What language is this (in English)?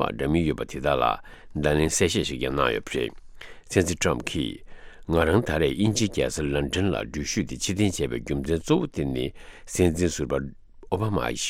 Tibetan